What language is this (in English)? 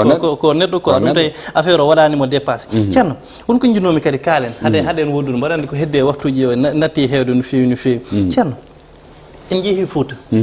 Fula